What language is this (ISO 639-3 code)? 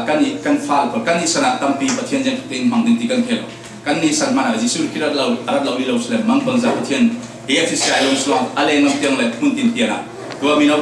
cfm